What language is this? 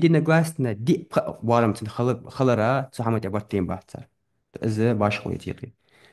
Ingush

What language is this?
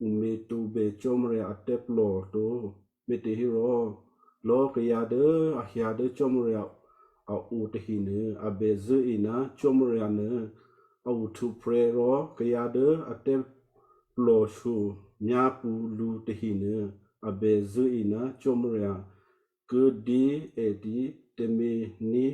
Western Kayah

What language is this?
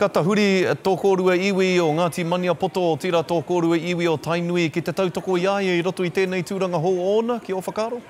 Māori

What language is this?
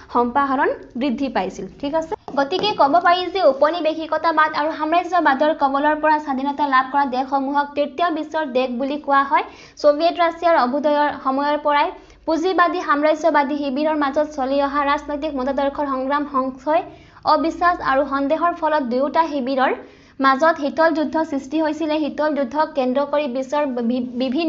Assamese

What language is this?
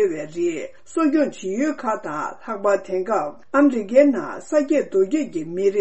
Tibetan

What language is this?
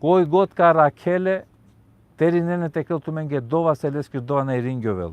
Balkan Romani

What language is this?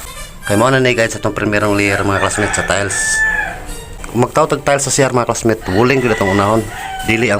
Cebuano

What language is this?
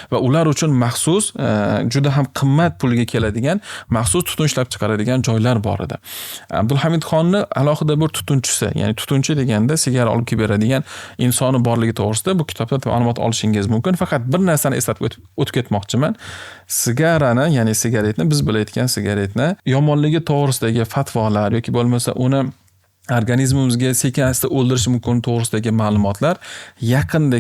Uzbek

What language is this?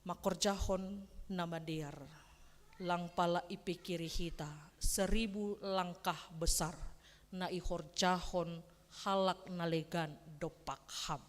Batak Simalungun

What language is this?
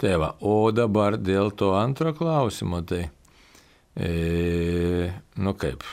Lithuanian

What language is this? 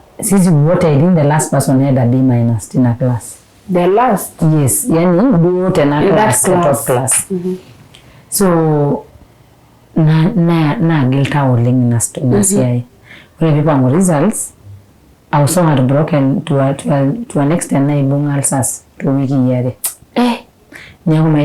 Masai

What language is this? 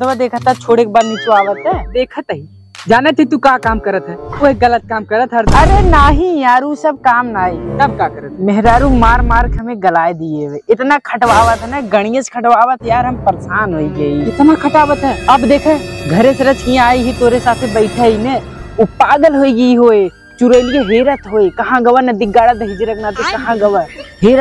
Awadhi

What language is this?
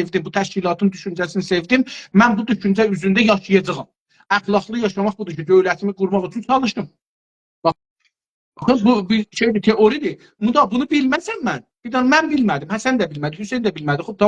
South Azerbaijani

